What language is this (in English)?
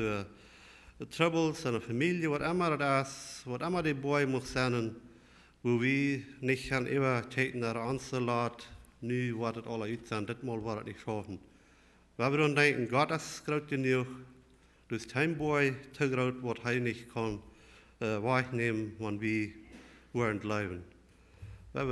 Plautdietsch